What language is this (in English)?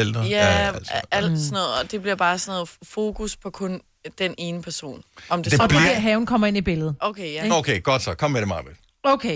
Danish